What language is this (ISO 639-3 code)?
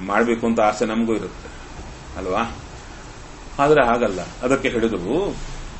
kan